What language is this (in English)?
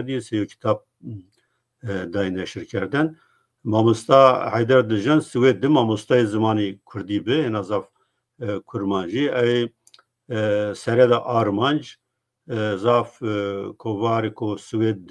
Zaza